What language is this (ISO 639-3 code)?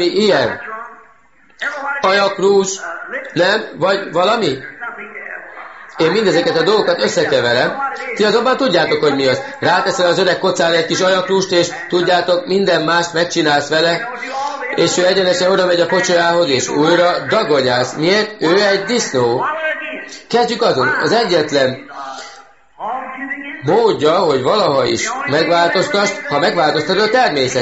hun